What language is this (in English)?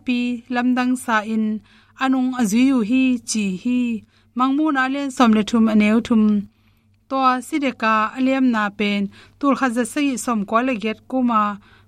Tedim Chin